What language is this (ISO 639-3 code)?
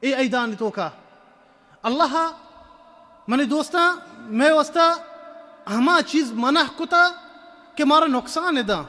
bal